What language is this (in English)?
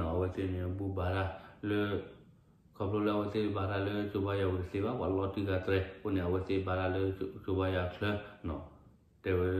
S'gaw Karen